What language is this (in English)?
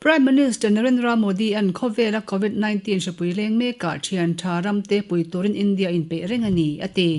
Mizo